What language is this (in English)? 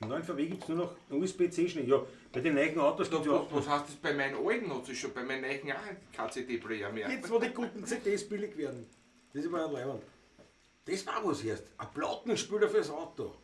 Bavarian